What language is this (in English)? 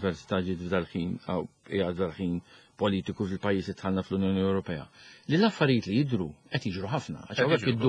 Maltese